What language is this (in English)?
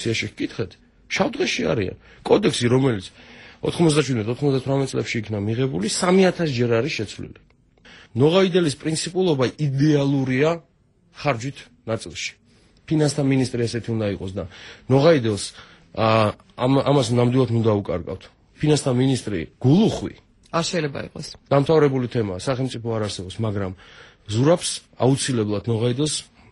Georgian